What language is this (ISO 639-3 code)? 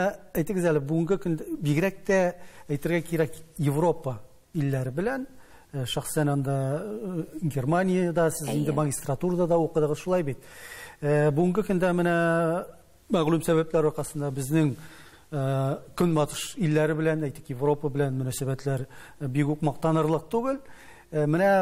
tat